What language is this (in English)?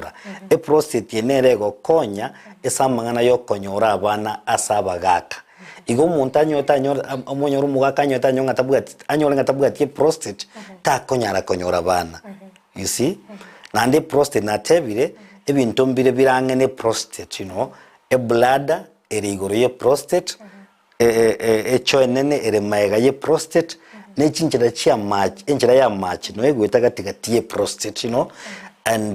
Gusii